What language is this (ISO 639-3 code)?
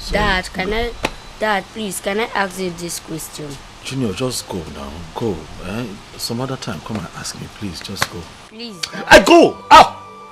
pcm